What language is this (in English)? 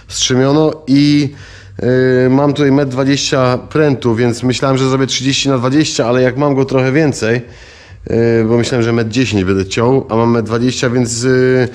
Polish